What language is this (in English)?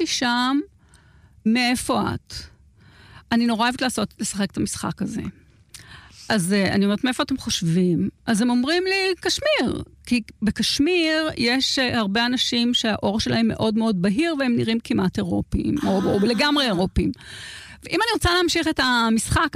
Hebrew